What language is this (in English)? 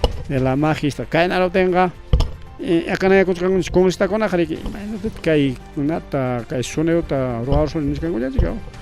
Ayacucho Quechua